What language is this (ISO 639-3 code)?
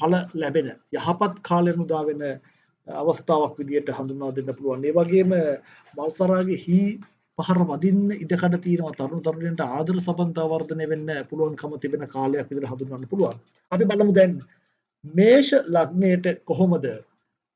sin